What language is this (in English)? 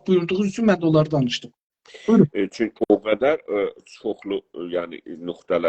South Azerbaijani